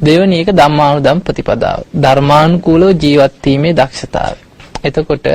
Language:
Sinhala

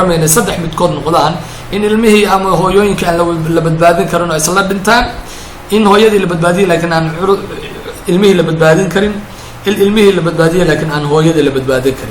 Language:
Somali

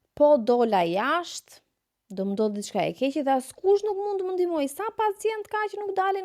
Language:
Albanian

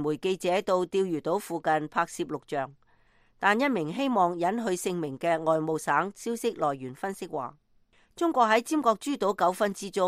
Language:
Cantonese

